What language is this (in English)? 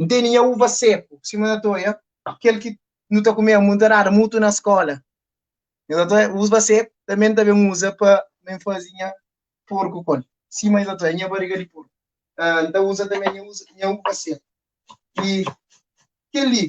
Kabuverdianu